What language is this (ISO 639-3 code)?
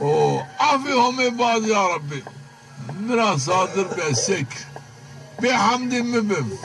zza